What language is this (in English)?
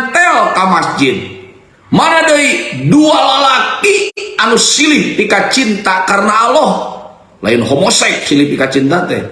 Sundanese